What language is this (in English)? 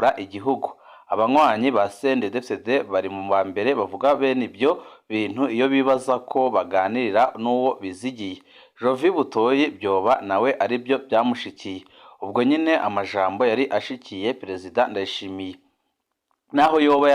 Rundi